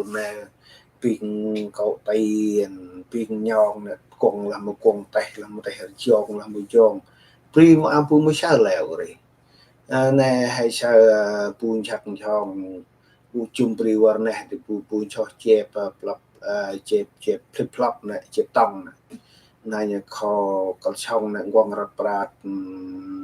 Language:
Central Mnong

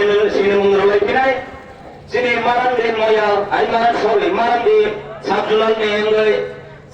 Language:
Kok Borok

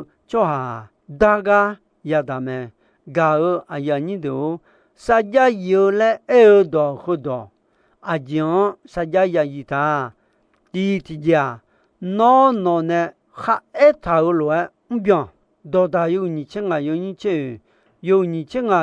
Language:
Akha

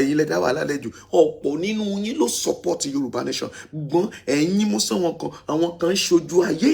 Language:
Yoruba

